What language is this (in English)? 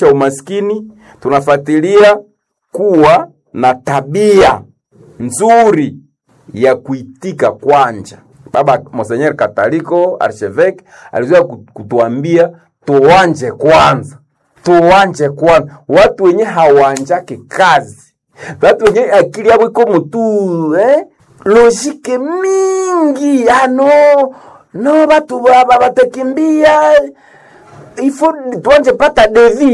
Swahili